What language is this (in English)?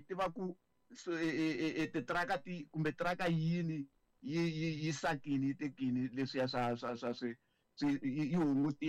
Tsonga